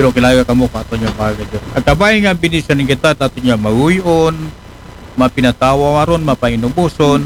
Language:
Aklanon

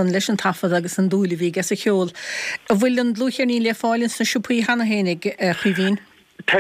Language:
Irish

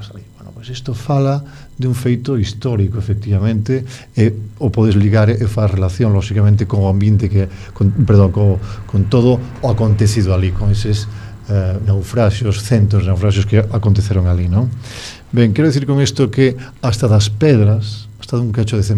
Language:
Galician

